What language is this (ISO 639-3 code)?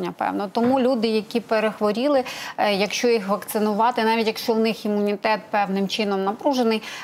ukr